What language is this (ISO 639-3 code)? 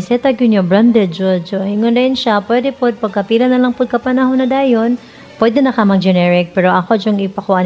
ceb